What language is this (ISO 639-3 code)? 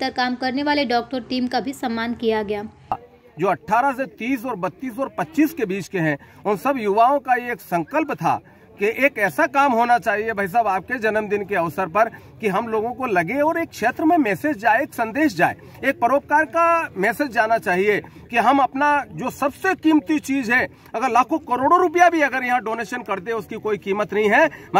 hin